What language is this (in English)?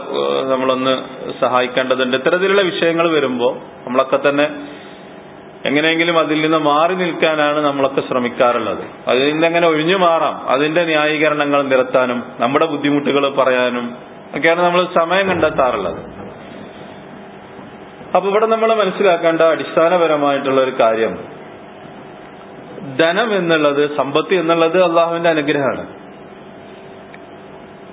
Malayalam